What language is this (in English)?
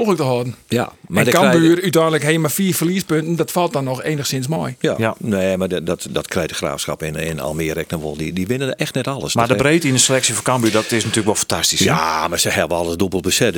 Western Frisian